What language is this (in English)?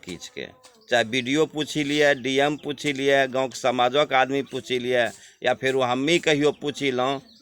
Angika